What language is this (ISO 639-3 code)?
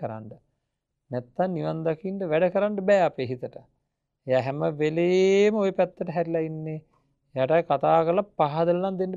sin